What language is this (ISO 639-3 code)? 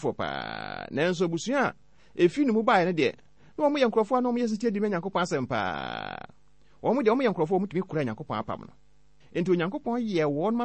aka